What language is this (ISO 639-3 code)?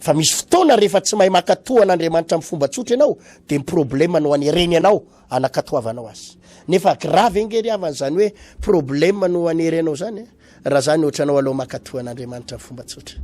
mlg